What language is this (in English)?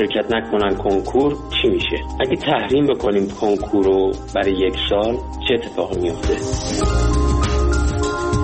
Persian